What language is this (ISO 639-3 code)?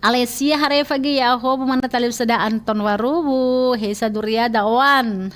nia